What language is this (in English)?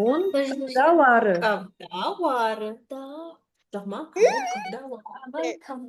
Ossetic